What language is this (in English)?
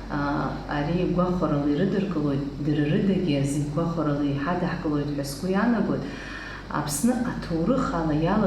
Abkhazian